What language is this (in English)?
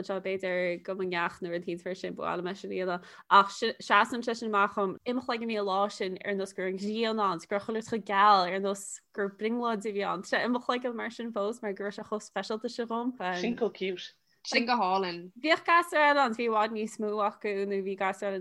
Irish